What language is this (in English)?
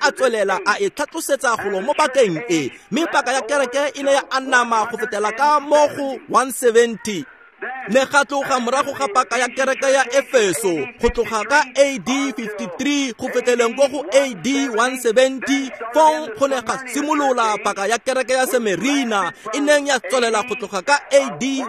Tswana